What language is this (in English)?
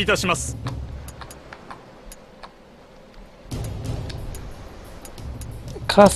Japanese